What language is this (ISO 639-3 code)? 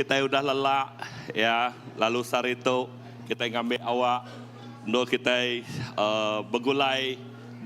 iba